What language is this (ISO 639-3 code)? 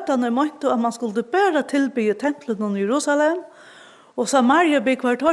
fao